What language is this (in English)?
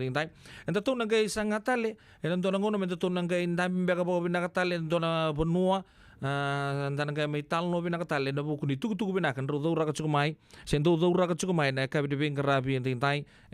Fijian